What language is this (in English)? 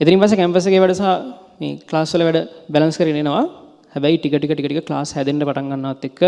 Sinhala